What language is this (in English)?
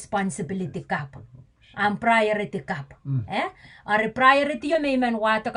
Pohnpeian